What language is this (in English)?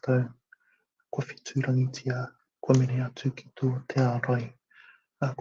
Māori